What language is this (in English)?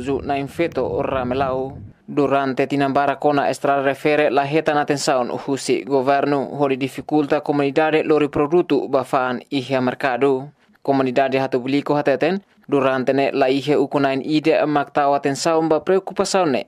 Tetum